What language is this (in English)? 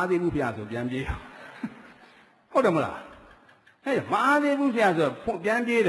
Burmese